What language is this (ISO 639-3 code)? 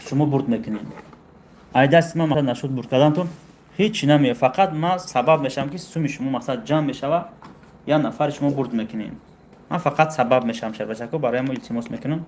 tgk